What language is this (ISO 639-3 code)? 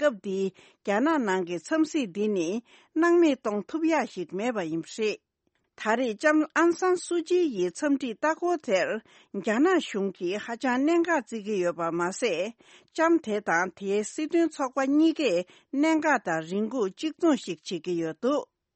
bod